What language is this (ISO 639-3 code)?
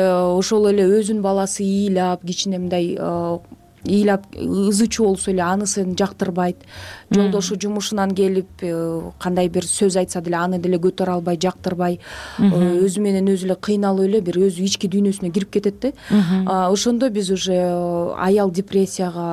kir